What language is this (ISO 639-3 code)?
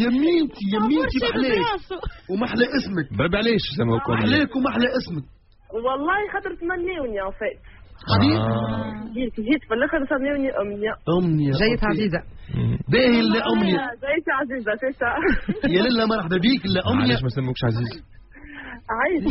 aeb